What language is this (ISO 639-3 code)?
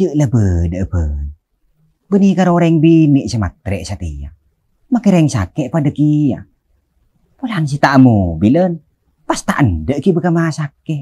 mad